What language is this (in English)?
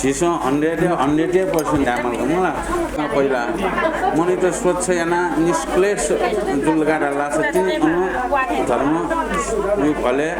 Newari